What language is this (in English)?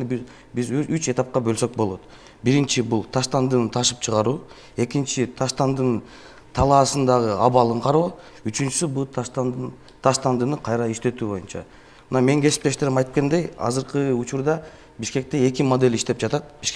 Kyrgyz